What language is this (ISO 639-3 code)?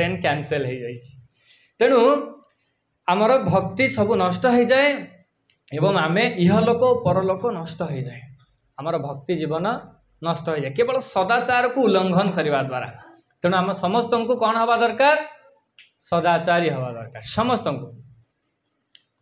ori